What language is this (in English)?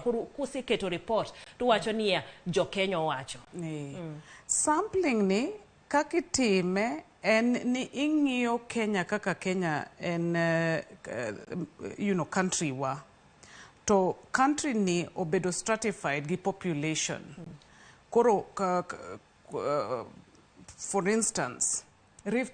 Luo (Kenya and Tanzania)